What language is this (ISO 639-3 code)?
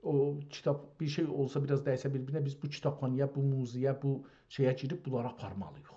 azb